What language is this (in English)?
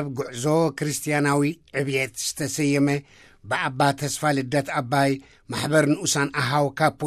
Tigrinya